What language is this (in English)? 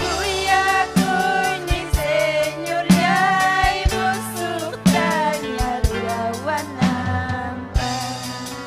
Ayacucho Quechua